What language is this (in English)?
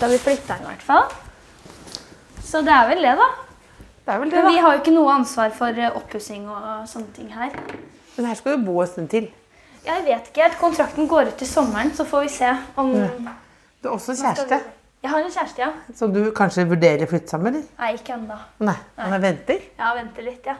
Norwegian